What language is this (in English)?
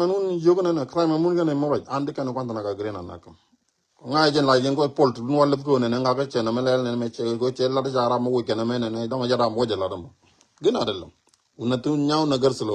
Nuer